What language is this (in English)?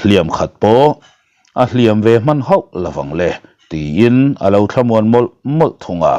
Mizo